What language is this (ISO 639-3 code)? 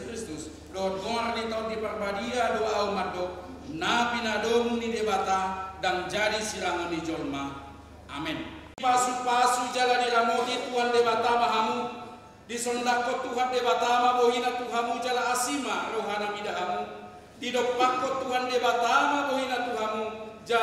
bbc